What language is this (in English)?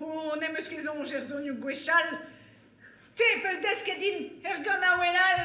Breton